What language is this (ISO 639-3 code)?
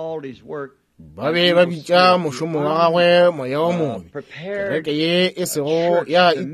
nso